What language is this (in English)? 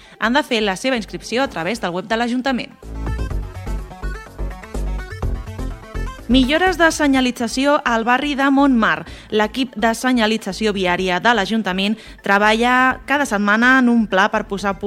Catalan